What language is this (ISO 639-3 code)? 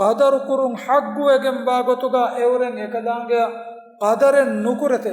div